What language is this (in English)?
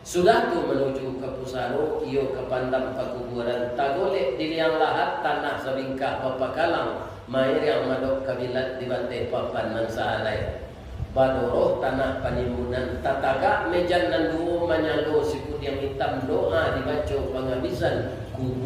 Minangkabau